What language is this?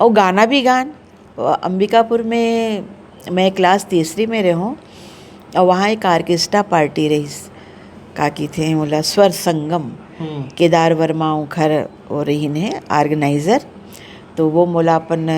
Chhattisgarhi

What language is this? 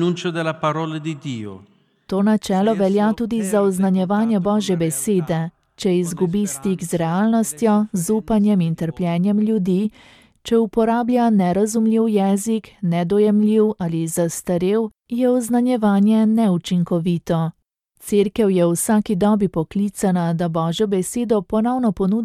Slovenian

